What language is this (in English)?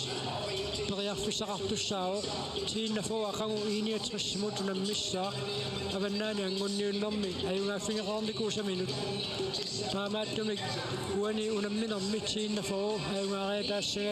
Kalaallisut